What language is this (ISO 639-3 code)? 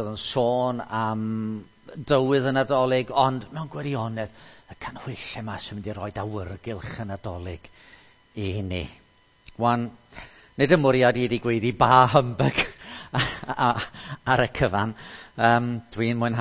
cym